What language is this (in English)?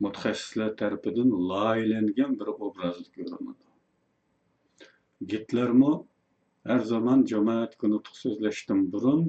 Uyghur